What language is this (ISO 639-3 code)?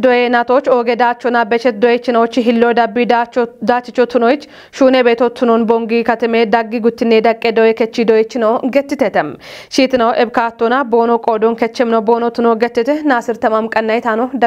kbr